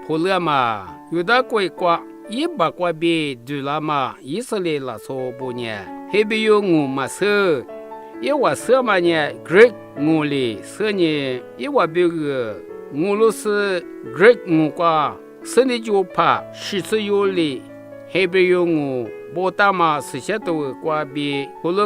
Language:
Lisu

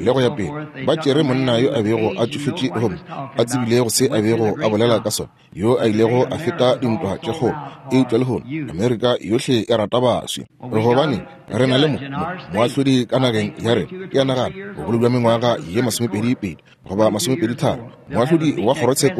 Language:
Northern Sotho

